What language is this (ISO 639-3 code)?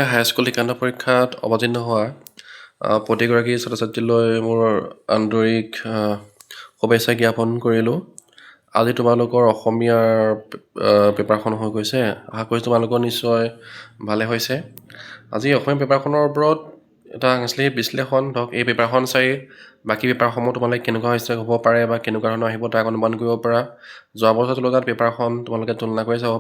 asm